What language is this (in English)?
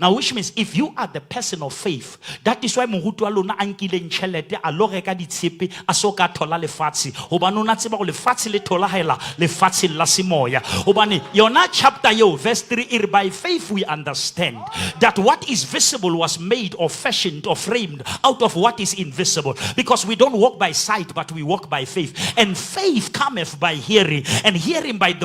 Southern Sotho